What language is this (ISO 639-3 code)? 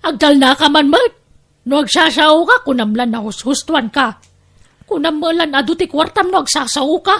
ilo